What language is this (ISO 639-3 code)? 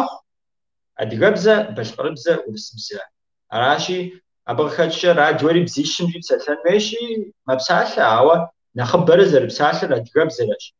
kbd